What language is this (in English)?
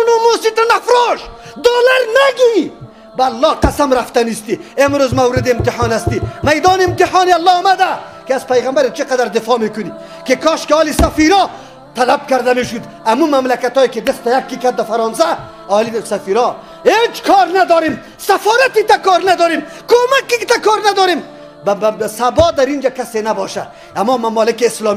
Tajik